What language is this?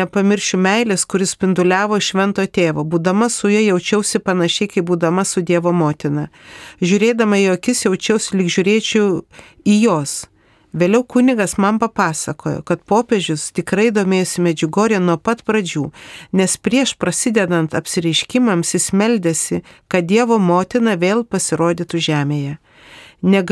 Lithuanian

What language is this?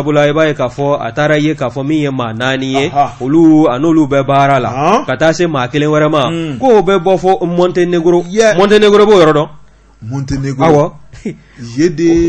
Bambara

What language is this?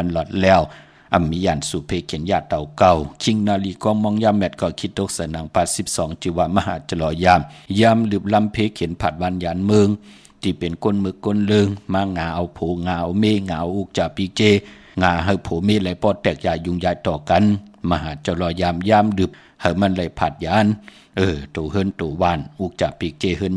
Shan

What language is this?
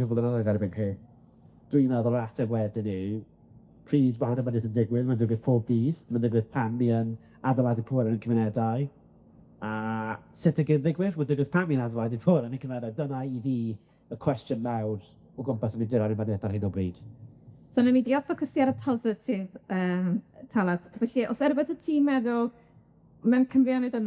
Welsh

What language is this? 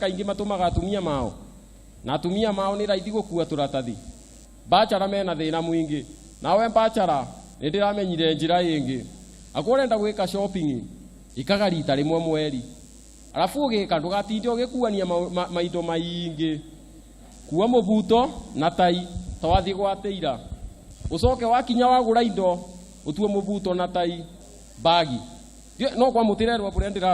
Kikuyu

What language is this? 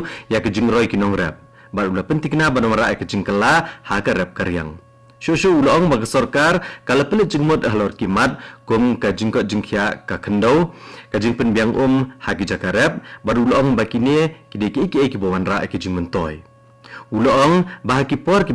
Khasi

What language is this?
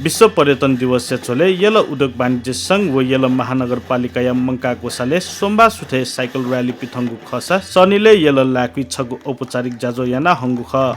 Newari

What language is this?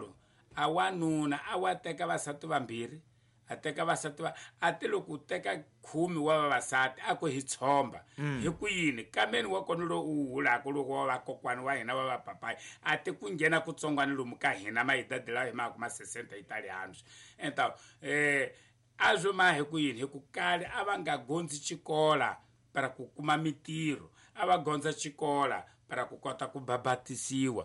Tsonga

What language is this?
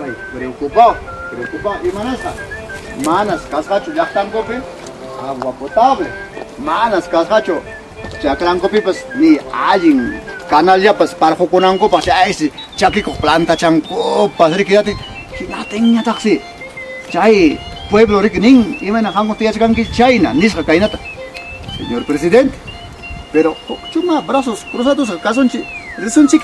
Ayacucho Quechua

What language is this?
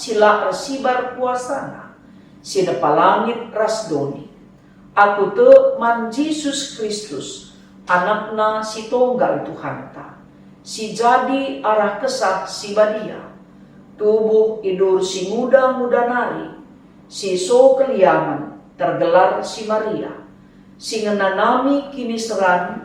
Batak Karo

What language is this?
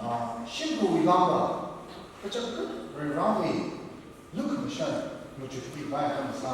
Tangkhul Naga (India)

